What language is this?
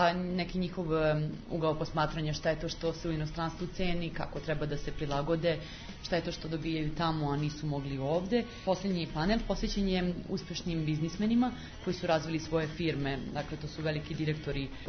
Serbian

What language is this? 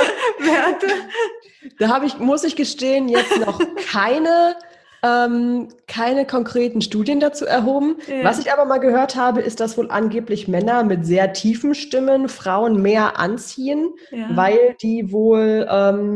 German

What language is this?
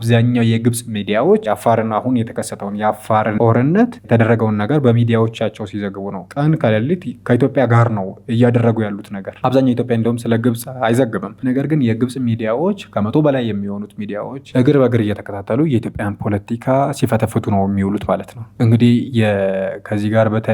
Amharic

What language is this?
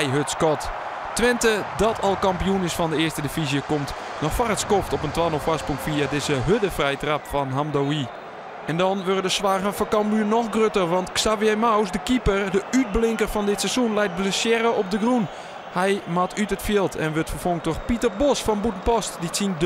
Western Frisian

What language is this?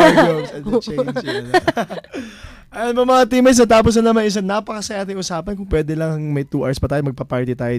Filipino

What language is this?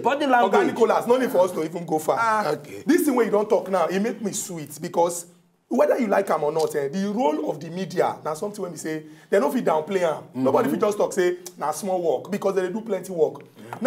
Nigerian Pidgin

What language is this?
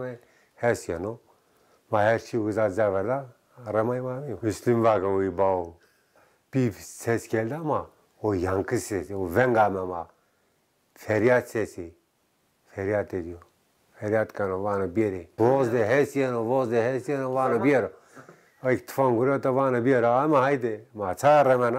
Zaza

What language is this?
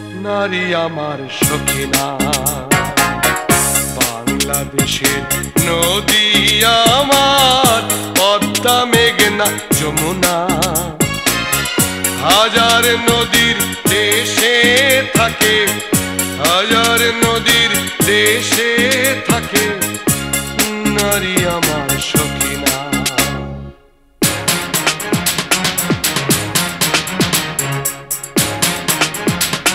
Bangla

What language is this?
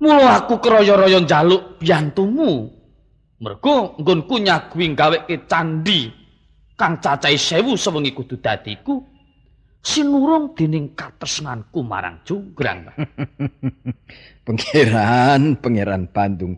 Javanese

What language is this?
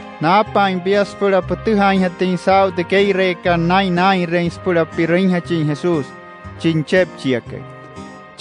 Wayuu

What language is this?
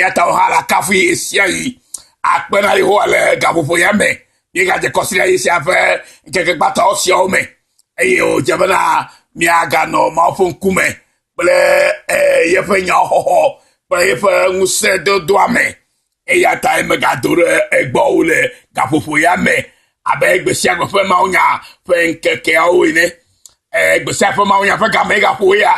Ewe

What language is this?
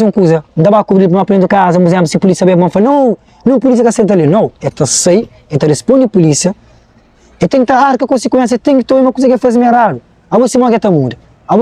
Kabuverdianu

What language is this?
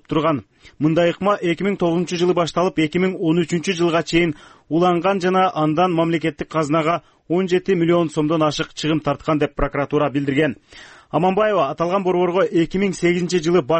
Kyrgyz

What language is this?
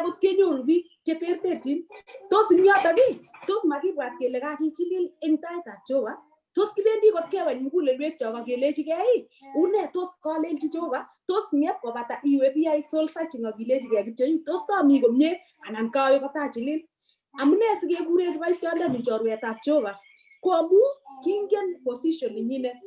Kalenjin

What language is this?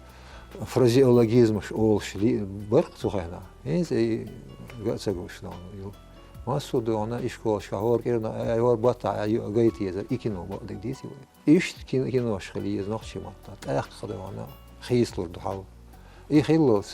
Chechen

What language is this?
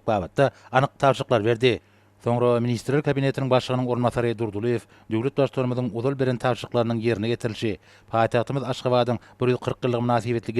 Turkmen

